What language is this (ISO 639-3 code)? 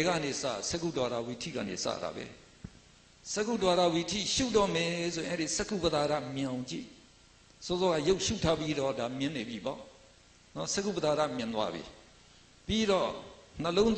mya